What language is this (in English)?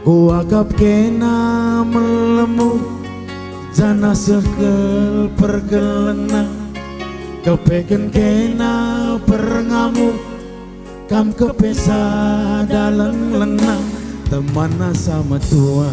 Batak Karo